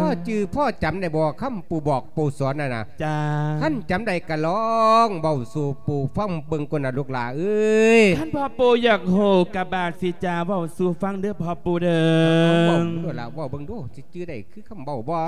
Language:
Lao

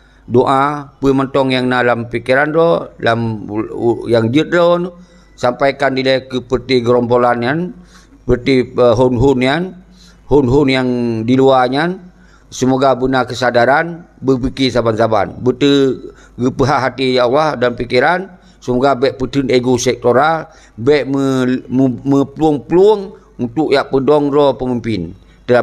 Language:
Achinese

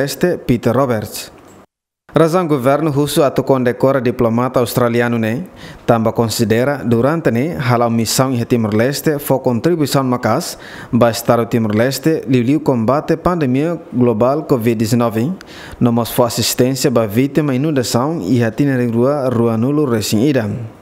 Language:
Tetum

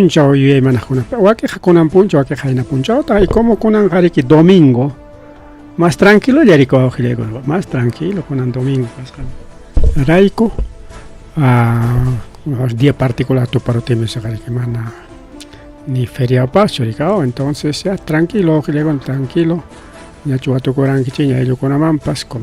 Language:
Ayacucho Quechua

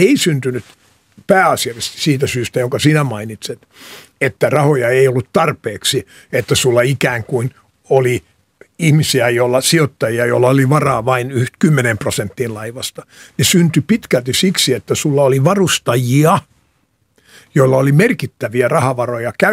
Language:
Finnish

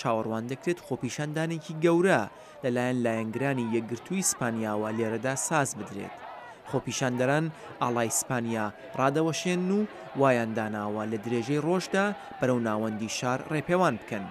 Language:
Central Kurdish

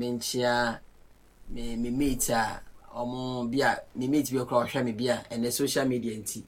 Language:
Akan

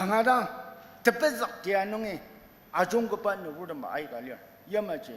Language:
Ao Naga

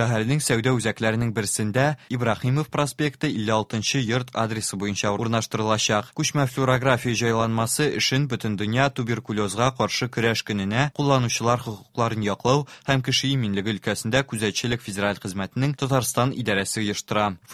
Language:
Tatar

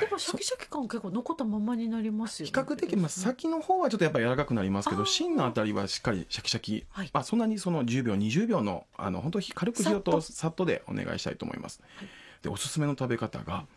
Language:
Japanese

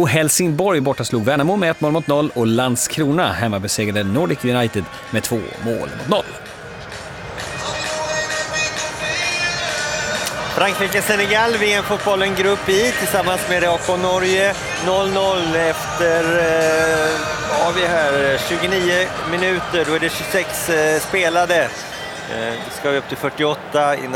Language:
Swedish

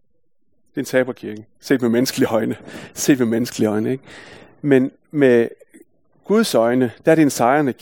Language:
Danish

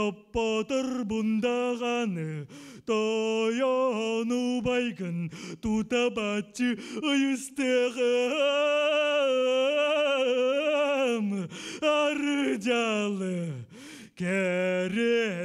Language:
Yakut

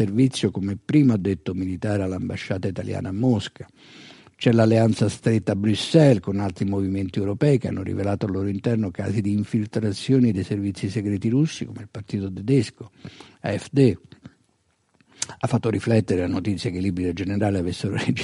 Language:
Italian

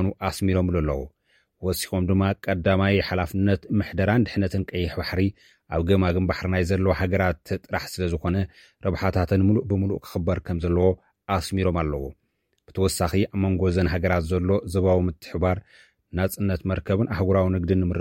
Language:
Tigrinya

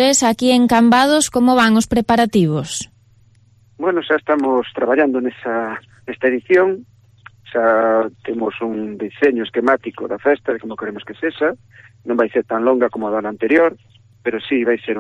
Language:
Galician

